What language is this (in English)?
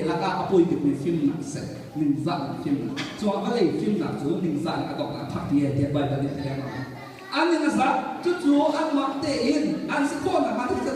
Hakha Chin